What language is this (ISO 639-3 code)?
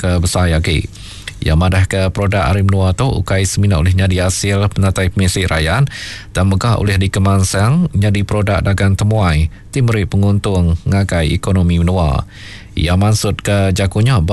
iba